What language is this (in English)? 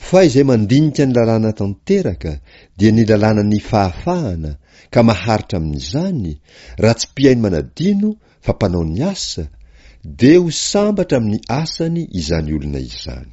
Malagasy